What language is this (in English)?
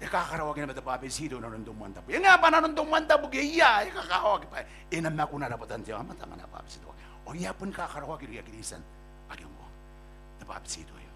Gilbertese